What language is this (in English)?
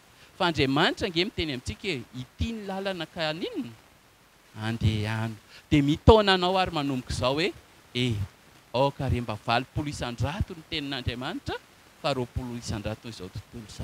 Malagasy